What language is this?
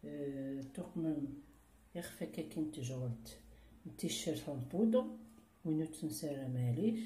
Kabyle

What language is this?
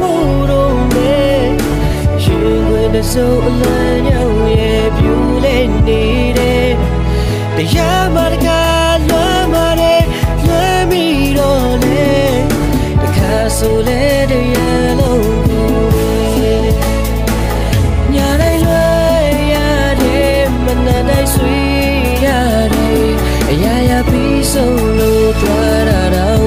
Burmese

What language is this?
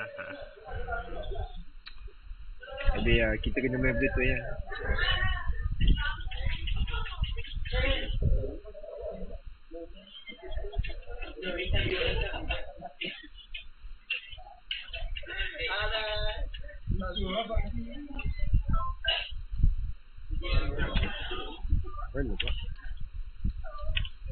Malay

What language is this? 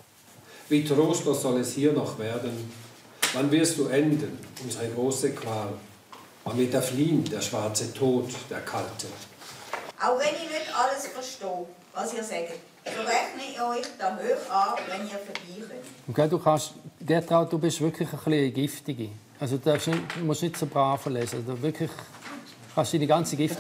Romansh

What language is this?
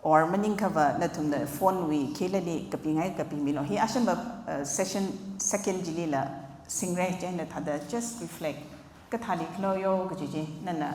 Tangkhul Naga (India)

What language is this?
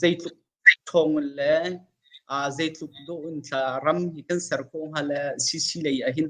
Hakha Chin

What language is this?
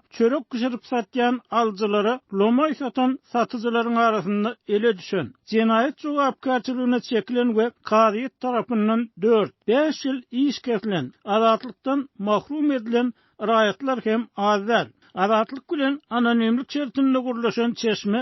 Turkmen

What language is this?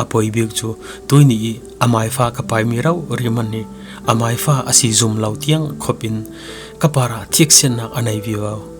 Falam Chin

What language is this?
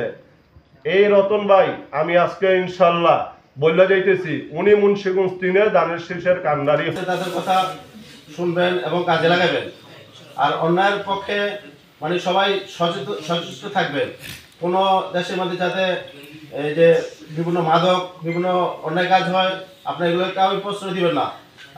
Bangla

